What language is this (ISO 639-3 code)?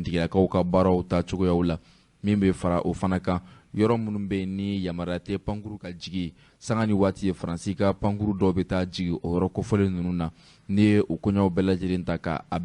bam